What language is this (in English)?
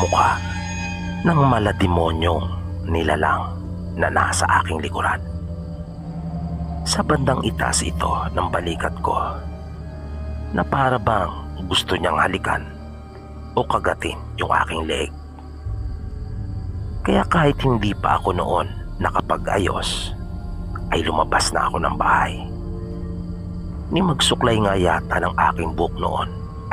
Filipino